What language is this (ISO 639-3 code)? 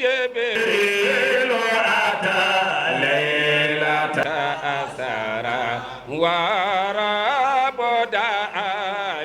ful